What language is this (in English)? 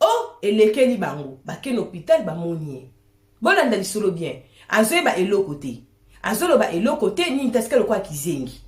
Lingala